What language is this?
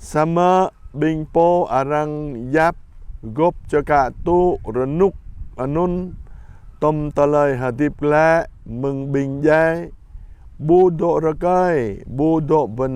Jarai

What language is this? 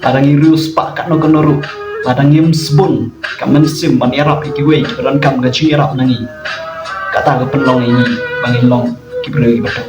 Khasi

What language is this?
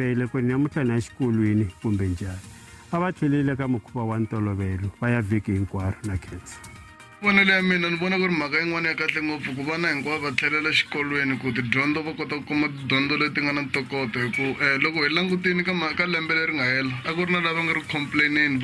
Tsonga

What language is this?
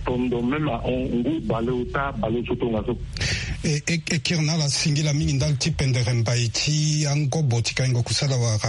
Sango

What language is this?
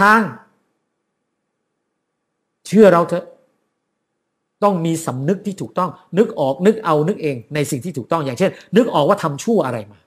Thai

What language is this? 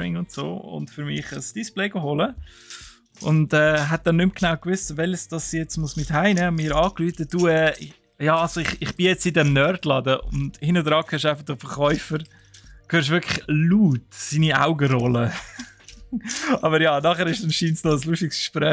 Swiss German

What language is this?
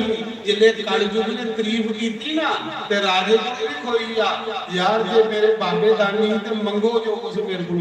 Dogri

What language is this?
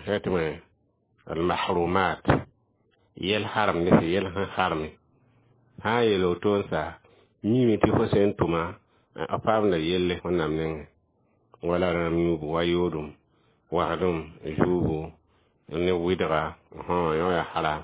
Mossi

